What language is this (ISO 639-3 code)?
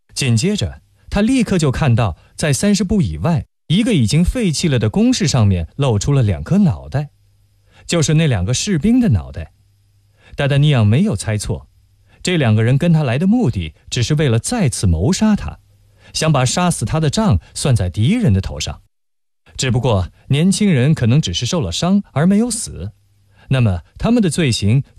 zho